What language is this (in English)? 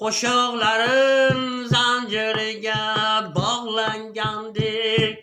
Uzbek